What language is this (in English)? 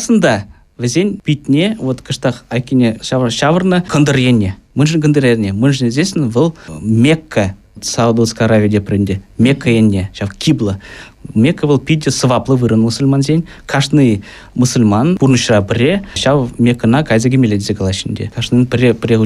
Chuvash